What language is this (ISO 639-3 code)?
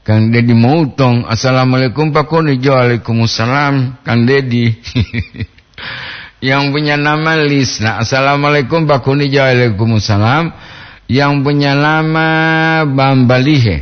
gor